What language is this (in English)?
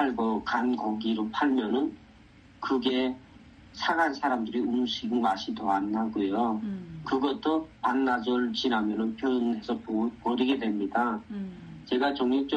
Korean